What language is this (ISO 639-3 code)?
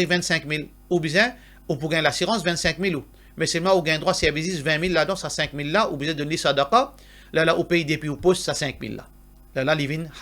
mfe